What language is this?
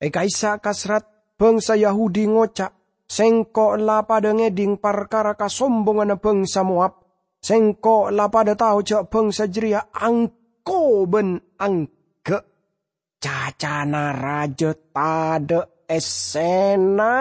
Madurese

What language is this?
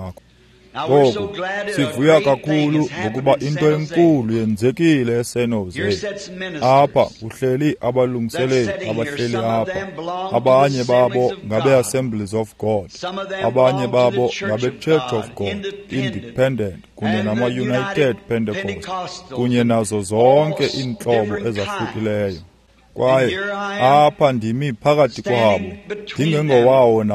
Xhosa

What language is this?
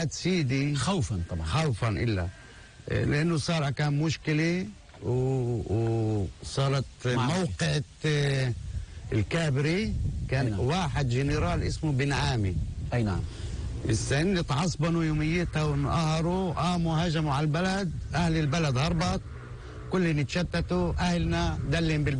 North Levantine Arabic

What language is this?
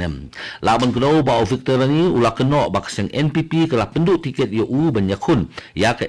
Khasi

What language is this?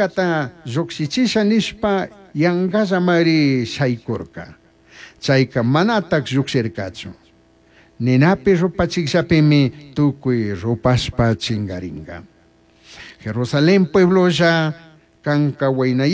Chimborazo Highland Quichua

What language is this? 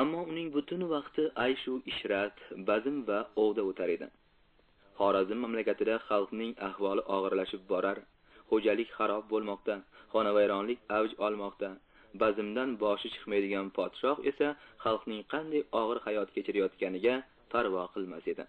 Uzbek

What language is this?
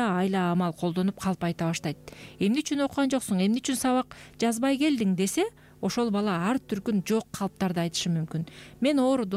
Kyrgyz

